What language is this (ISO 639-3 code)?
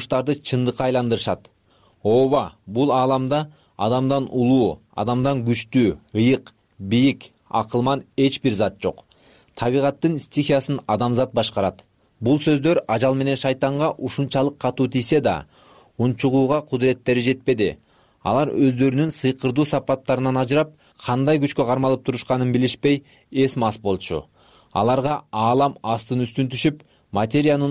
kir